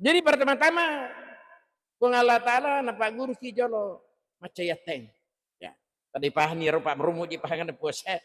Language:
Buginese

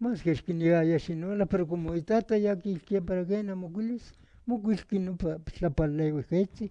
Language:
Eastern Huasteca Nahuatl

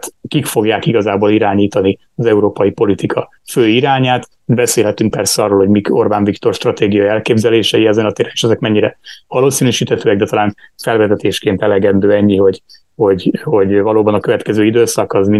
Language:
Hungarian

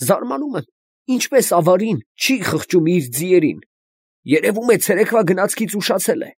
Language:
Armenian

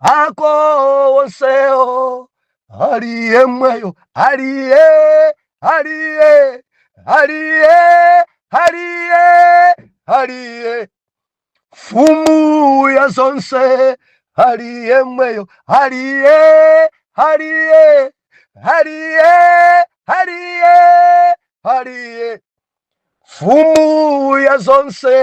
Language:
Nyanja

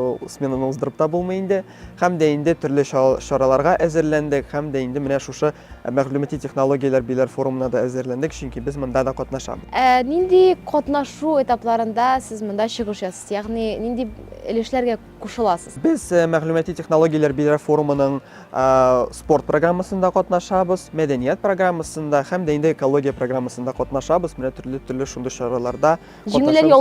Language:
Tatar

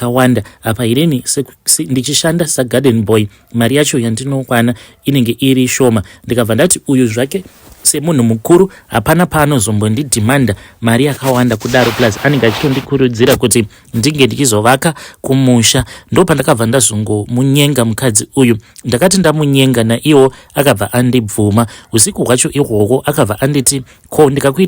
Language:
Shona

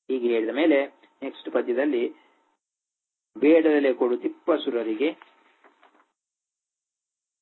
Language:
Kannada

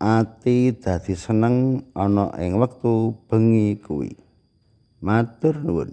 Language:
Javanese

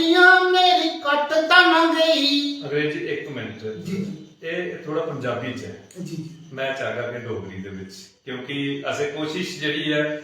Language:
Dogri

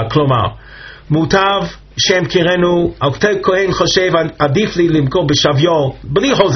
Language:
Hebrew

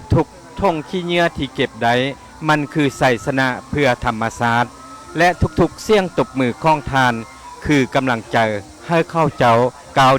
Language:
Lao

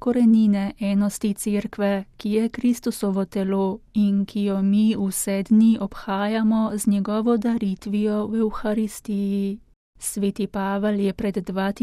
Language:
Slovenian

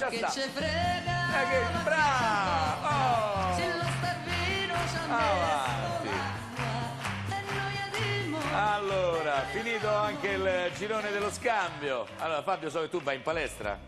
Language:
Italian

